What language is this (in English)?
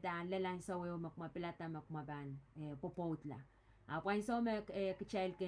Pohnpeian